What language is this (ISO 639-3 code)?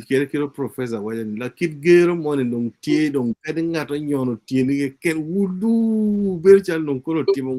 ach